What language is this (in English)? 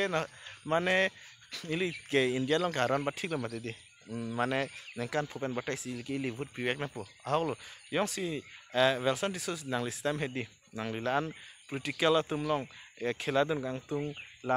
Karbi